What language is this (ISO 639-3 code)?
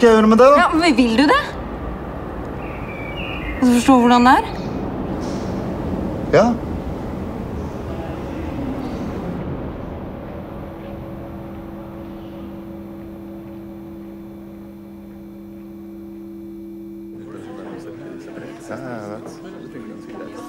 nor